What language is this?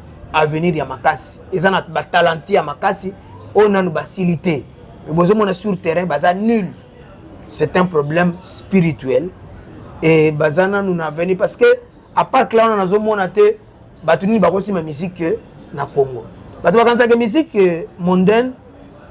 Lingala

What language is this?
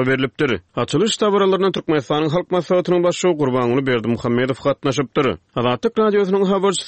Turkmen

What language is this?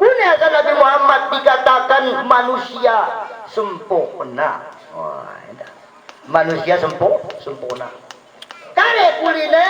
Batak Dairi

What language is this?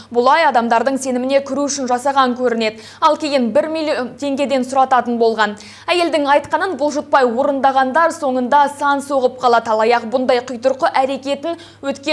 Kazakh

